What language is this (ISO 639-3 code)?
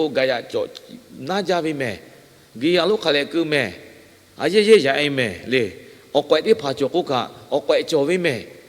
lhu